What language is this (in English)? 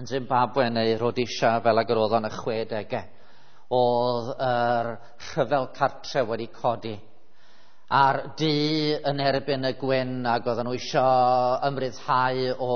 Welsh